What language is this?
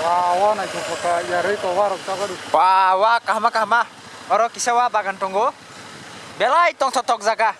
Kok Borok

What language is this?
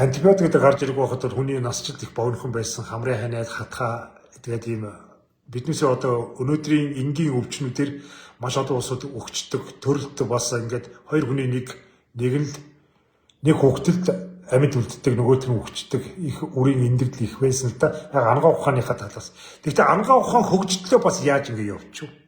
Mongolian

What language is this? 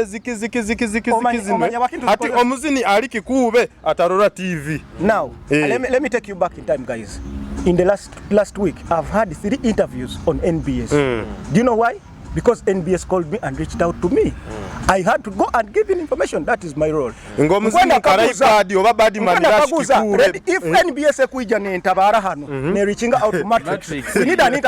Nyoro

